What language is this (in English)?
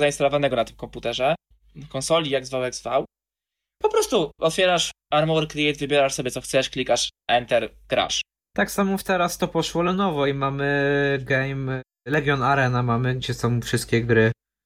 Polish